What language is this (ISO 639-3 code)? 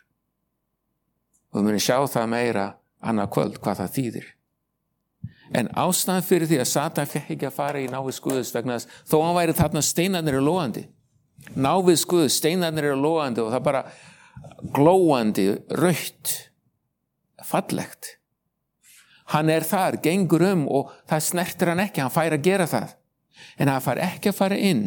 isl